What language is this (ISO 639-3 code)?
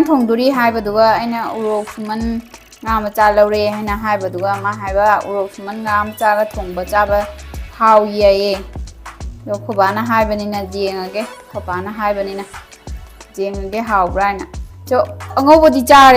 mni